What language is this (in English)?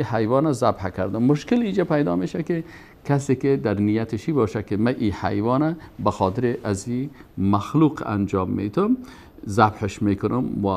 Persian